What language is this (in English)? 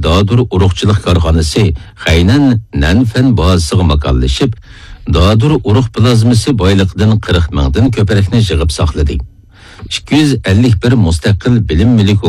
Uyghur